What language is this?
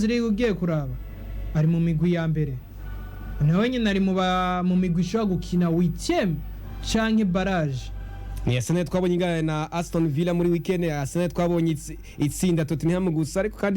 Rundi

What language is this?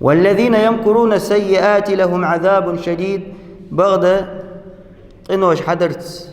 Ingush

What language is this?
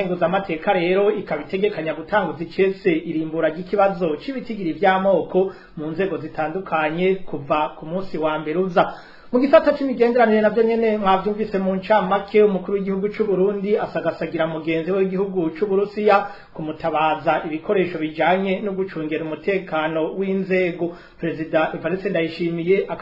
Rundi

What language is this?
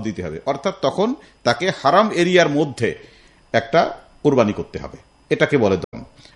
Bangla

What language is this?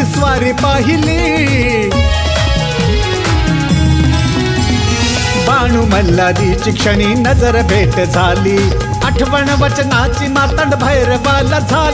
Marathi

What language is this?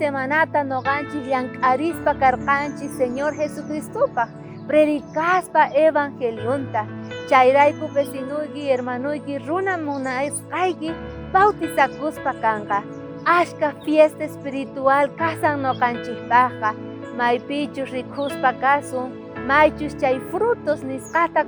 South Bolivian Quechua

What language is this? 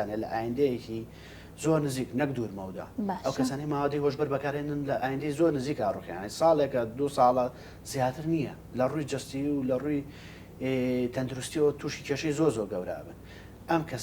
Central Kurdish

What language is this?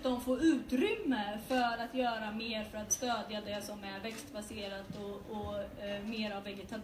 Swedish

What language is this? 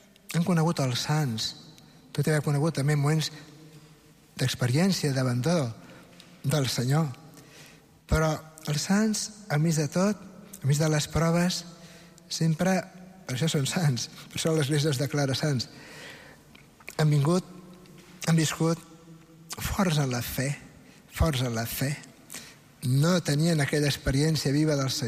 Catalan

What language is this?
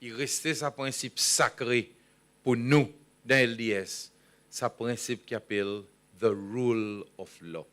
Seselwa Creole French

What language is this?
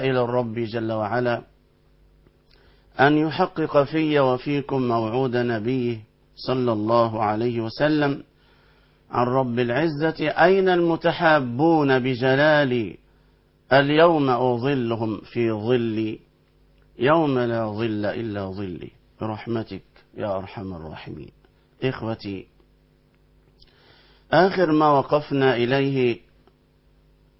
Arabic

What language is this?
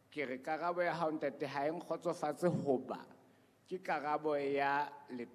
Southern Sotho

